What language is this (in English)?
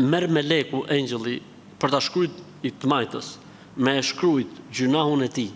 Albanian